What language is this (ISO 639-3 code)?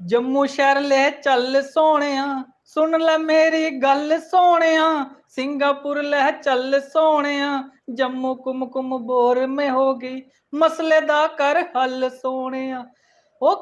doi